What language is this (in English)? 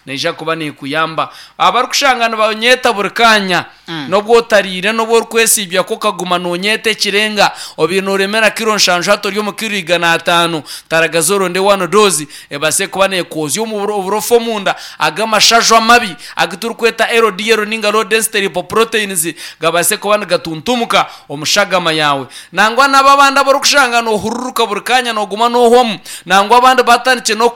Nyankole